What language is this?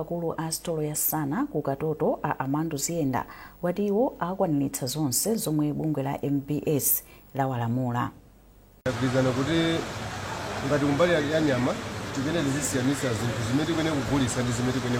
Nyanja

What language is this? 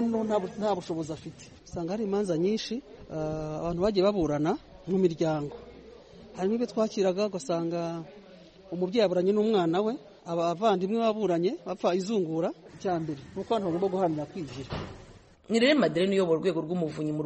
Kinyarwanda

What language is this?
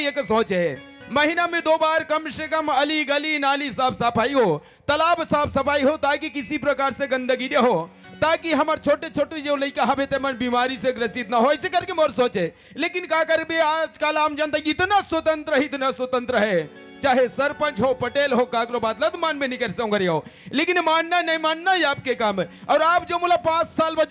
Chhattisgarhi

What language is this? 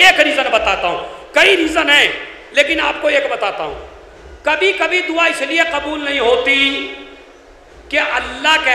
Urdu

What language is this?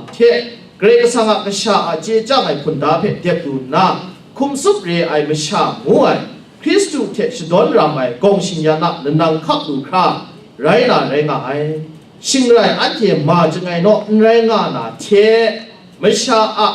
Kachin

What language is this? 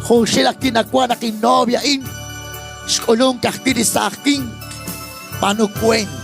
Kekchí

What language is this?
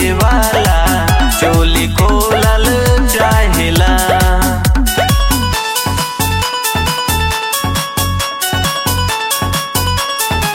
Bhojpuri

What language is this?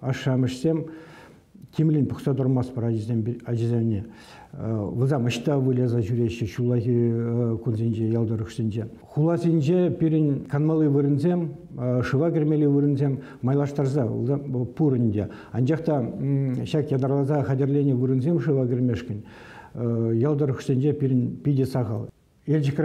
Chuvash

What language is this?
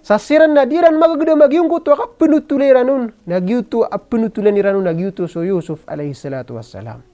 Maranao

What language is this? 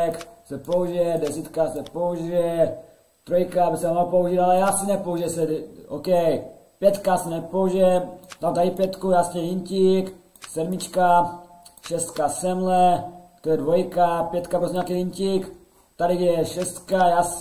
Czech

